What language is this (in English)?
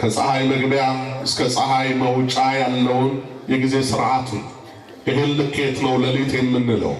Amharic